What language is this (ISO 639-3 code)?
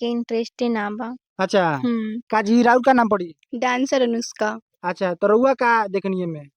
bho